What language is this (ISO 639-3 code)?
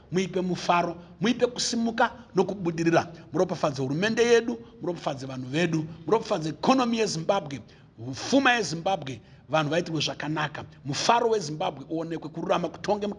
sna